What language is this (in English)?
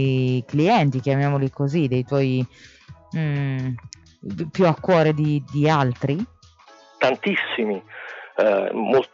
Italian